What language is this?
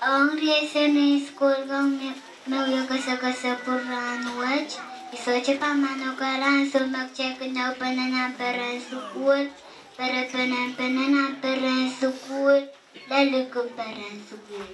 Pohnpeian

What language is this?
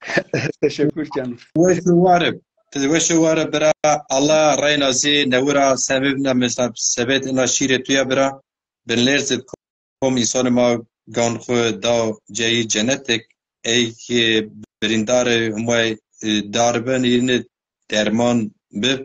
Zaza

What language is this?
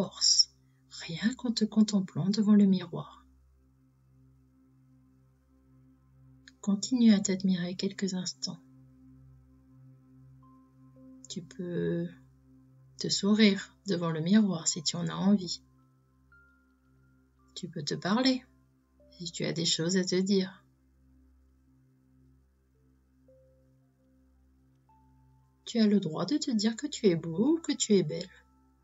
French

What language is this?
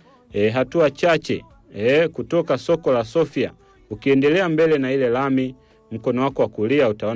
Swahili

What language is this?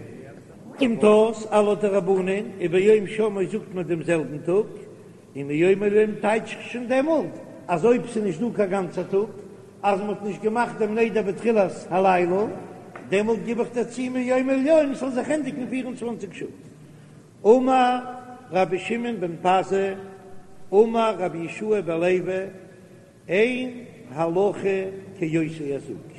Yiddish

